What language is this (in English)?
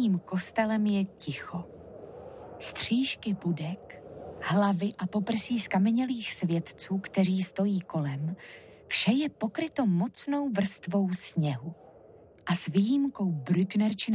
Czech